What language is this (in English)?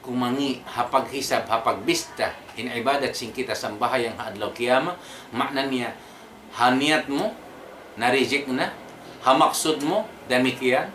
Tausug